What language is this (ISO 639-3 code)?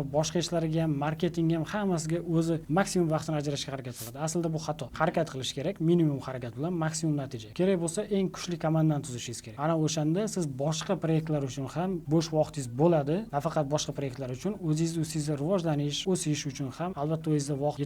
uzb